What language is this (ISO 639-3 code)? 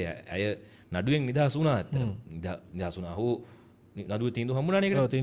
sin